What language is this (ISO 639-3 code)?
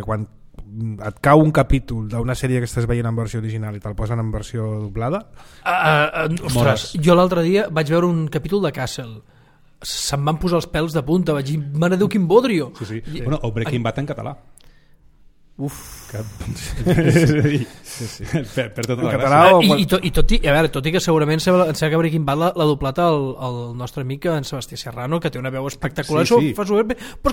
cat